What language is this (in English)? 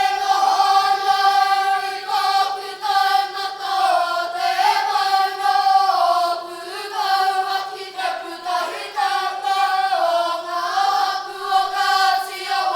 Māori